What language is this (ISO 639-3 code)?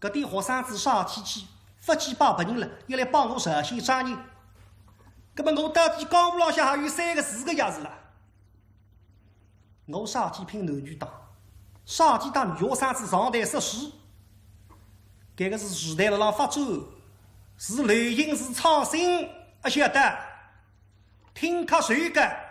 wuu